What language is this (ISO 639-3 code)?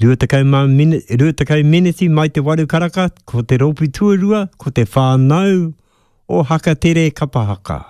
mri